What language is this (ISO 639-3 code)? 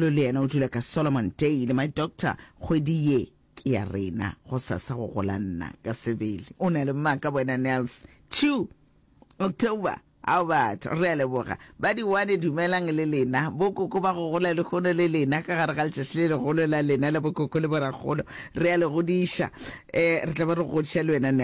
nso